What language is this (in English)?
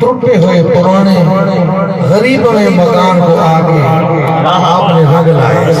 Saraiki